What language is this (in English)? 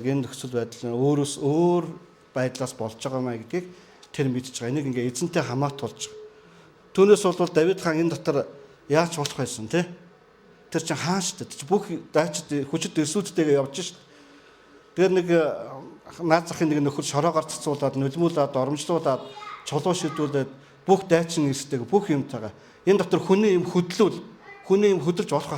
Mongolian